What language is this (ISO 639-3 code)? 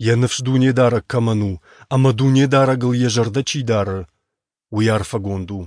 oss